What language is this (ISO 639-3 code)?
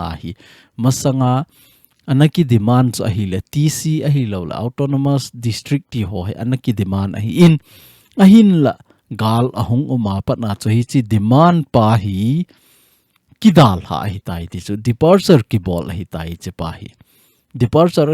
tcz